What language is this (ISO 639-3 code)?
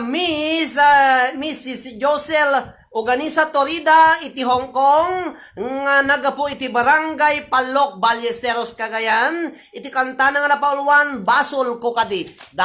ilo